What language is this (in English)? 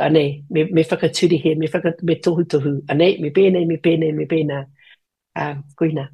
Māori